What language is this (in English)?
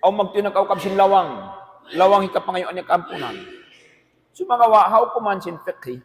Tausug